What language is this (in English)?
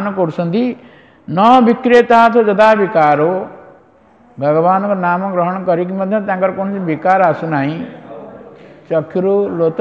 Odia